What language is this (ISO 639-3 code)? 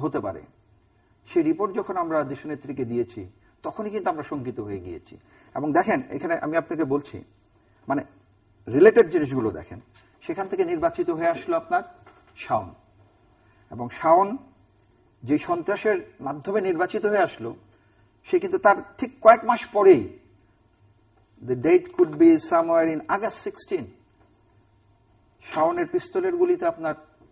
ben